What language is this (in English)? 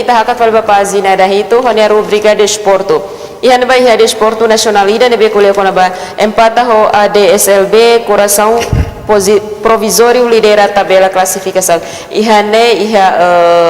Tetum